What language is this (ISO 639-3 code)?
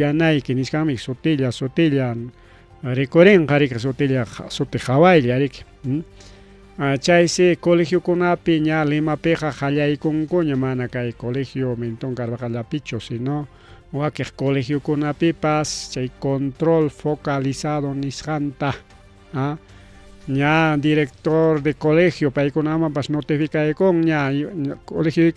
quy